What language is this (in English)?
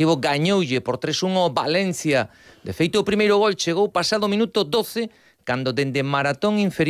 Galician